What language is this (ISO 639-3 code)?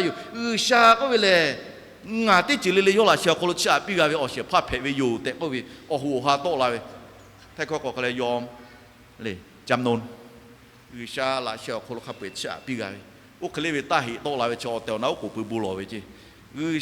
lhu